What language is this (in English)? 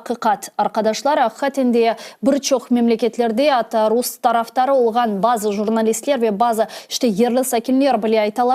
Crimean Tatar